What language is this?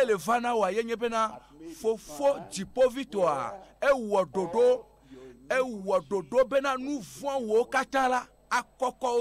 Ewe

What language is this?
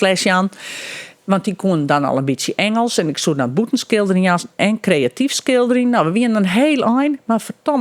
Western Frisian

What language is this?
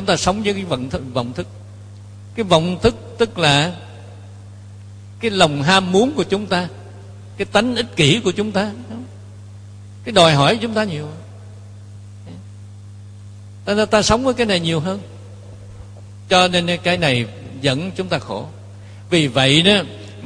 Vietnamese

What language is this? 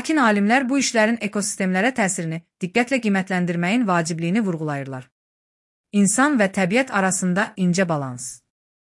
Azerbaijani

